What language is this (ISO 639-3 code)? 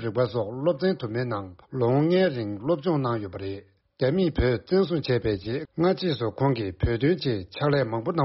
bod